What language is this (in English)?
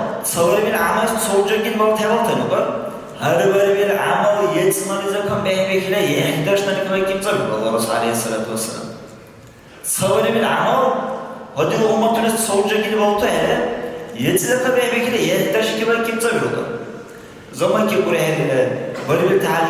Dargwa